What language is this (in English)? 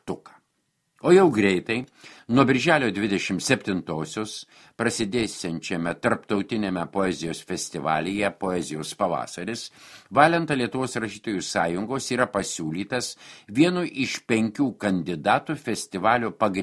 Lithuanian